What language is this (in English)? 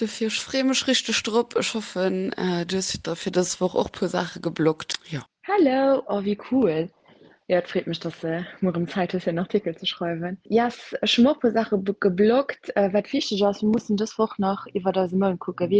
Luxembourgish